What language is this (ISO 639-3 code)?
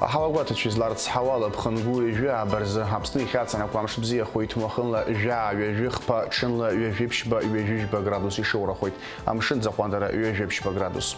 abk